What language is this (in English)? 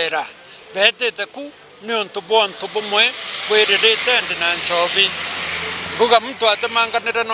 Meru